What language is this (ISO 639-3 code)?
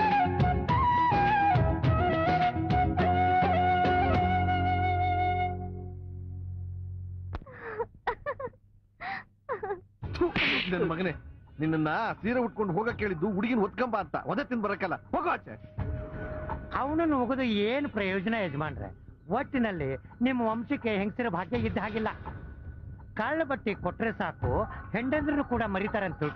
kan